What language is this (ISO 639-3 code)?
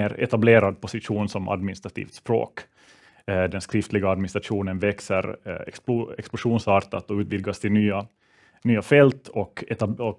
swe